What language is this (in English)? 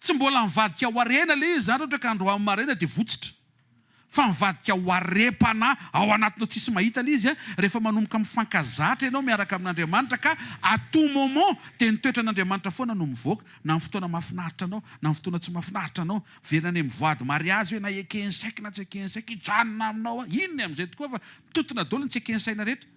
Malagasy